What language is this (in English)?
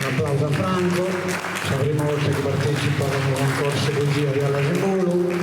Sardinian